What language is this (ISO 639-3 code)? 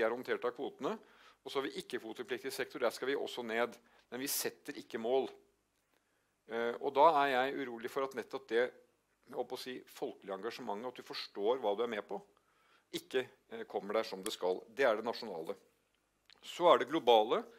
nor